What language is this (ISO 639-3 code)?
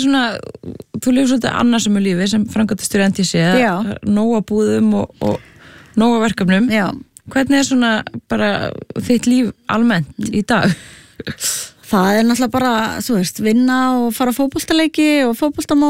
isl